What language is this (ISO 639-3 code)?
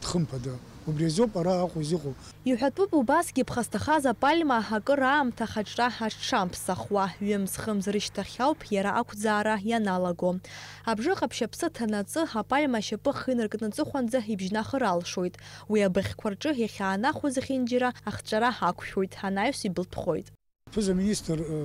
abk